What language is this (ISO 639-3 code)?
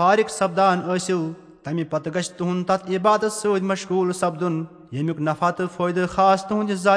kas